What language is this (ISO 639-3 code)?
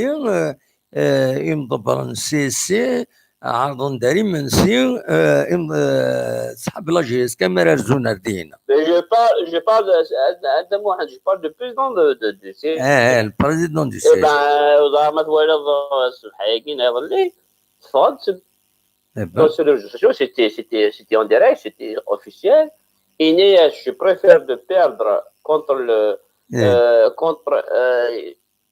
kab